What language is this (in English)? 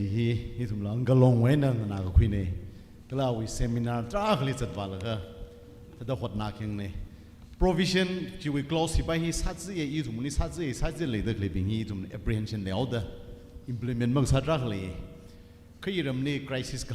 Tangkhul Naga (India)